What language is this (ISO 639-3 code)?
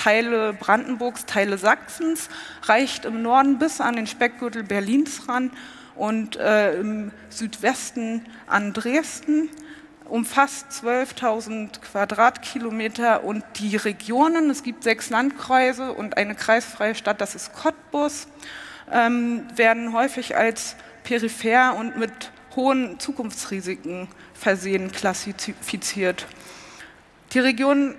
deu